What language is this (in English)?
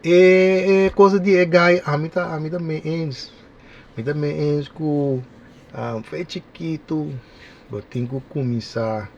Papiamento